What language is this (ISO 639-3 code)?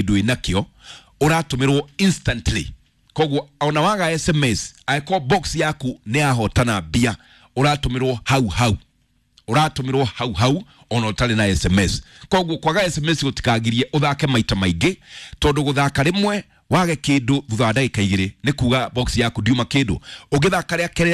kik